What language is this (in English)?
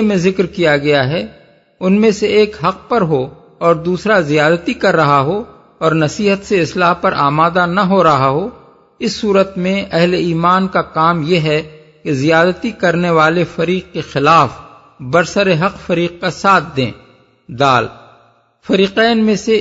Urdu